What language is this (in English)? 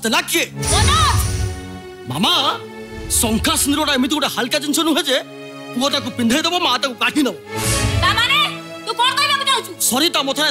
Odia